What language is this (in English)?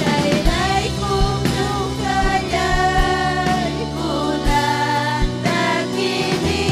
Ayacucho Quechua